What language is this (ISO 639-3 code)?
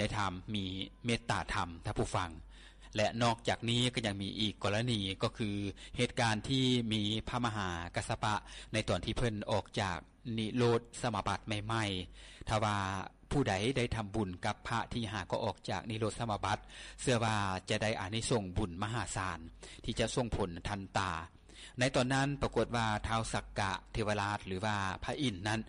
lao